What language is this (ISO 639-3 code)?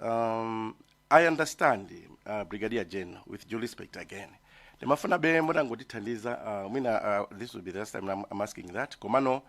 nya